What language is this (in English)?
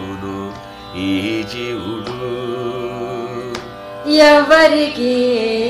Telugu